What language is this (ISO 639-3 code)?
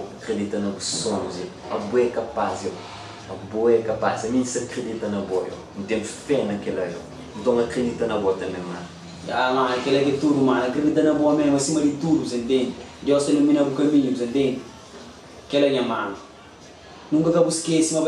kea